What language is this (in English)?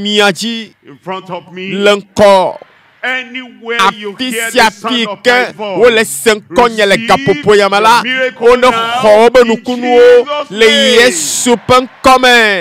Ewe